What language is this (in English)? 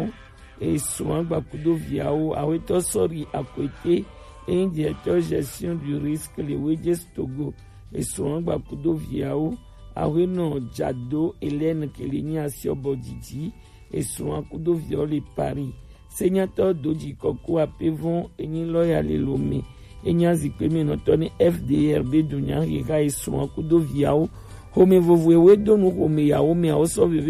Gen